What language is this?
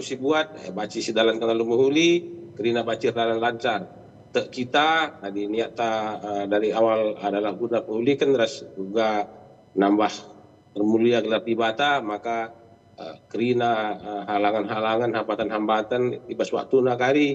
Batak Karo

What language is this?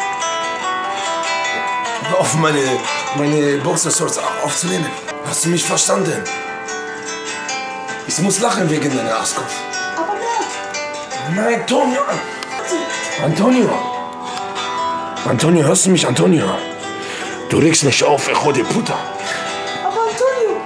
German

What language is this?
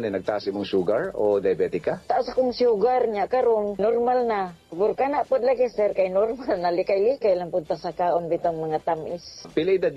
Cebuano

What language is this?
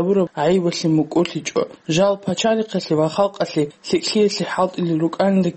Avaric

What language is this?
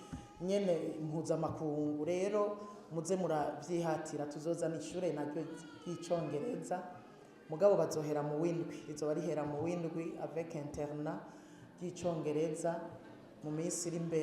Rundi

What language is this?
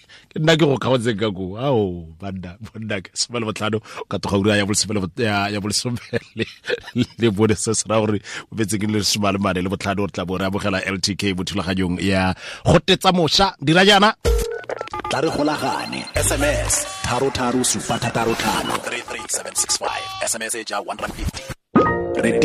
Tswana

